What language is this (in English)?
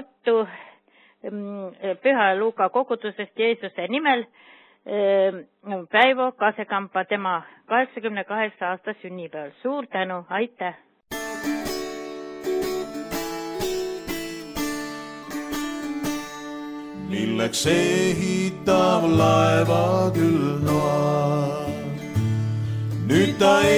Estonian